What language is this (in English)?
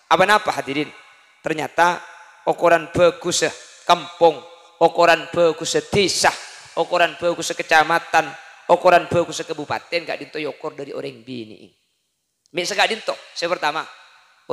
Madurese